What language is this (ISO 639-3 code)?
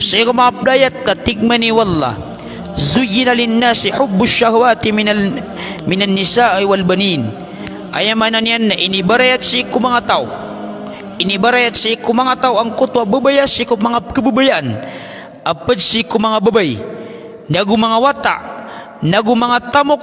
mrw